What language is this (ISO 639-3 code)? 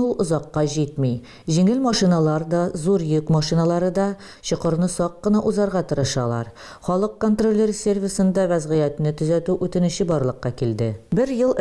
tat